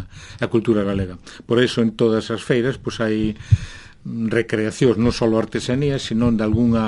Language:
Galician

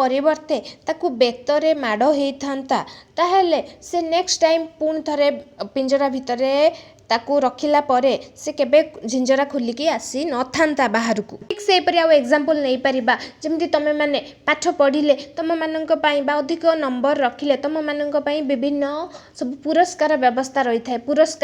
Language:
Odia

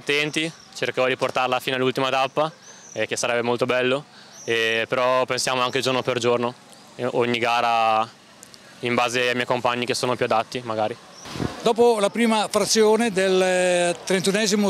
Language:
Italian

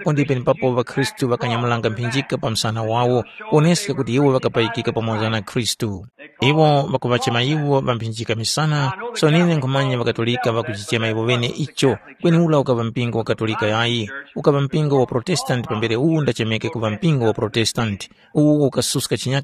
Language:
Tumbuka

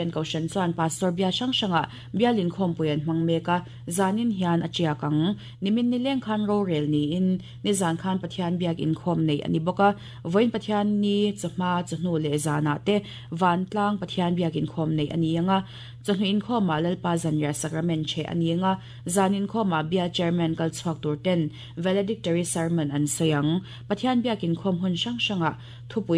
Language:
Mizo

